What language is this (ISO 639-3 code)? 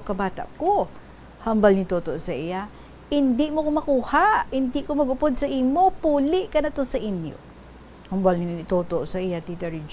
hil